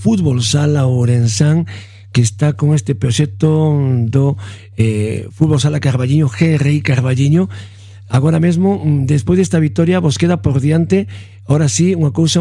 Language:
Galician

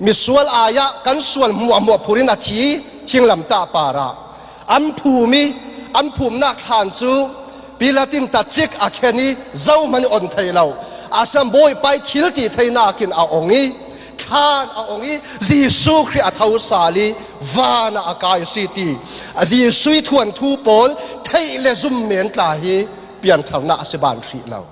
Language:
Falam Chin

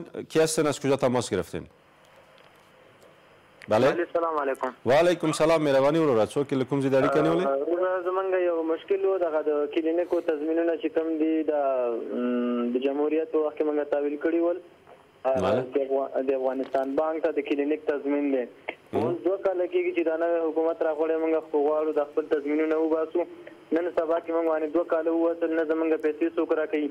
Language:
Persian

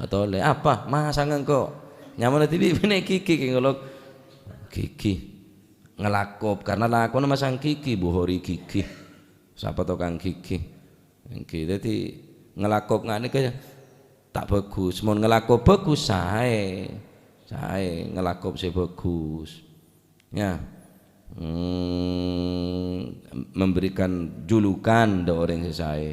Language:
Madurese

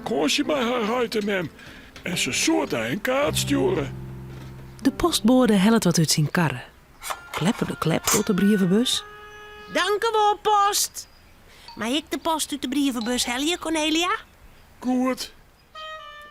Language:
Western Frisian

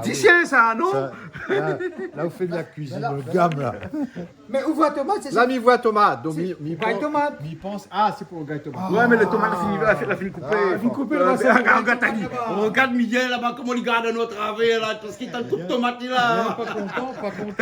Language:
Réunion Creole French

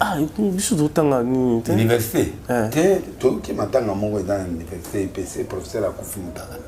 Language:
Lingala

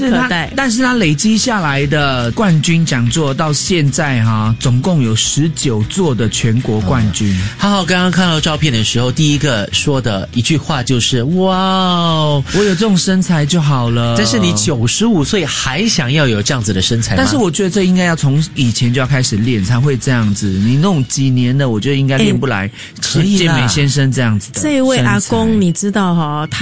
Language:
Chinese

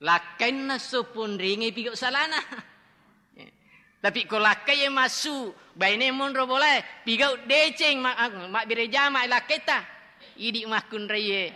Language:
Buginese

